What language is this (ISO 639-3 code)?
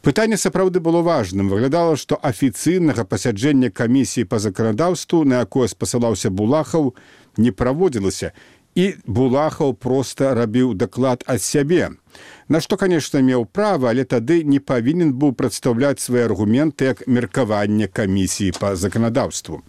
bel